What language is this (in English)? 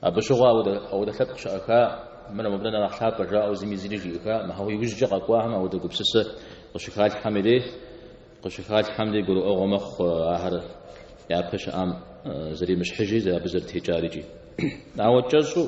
Kabardian